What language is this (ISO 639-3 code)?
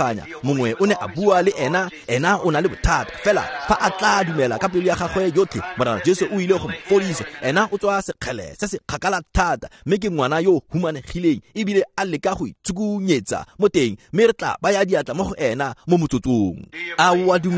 tsn